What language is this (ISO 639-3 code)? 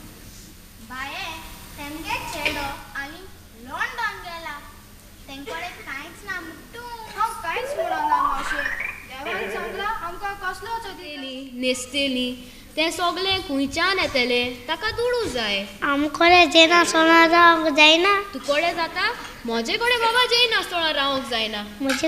kok